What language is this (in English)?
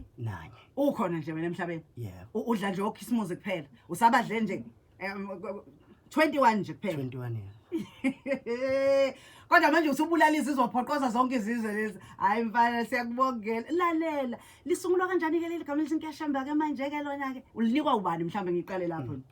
Zulu